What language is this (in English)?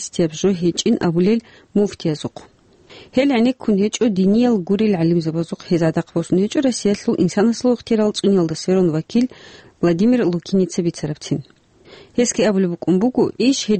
Avaric